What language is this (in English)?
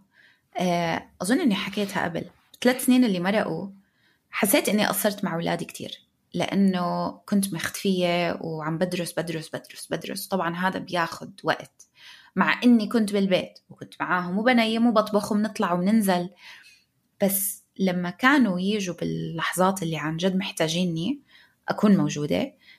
North Levantine Arabic